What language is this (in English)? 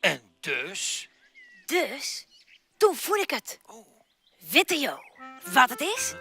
Western Frisian